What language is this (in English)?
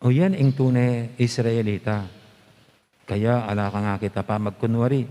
Pampanga